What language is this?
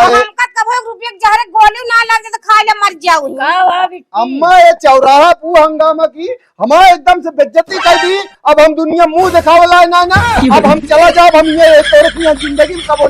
Awadhi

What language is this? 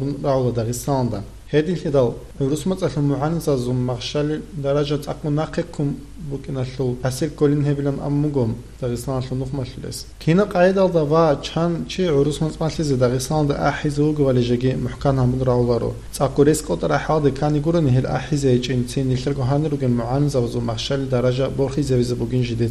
Avaric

